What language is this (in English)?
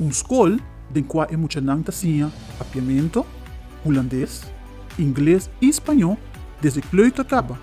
Papiamento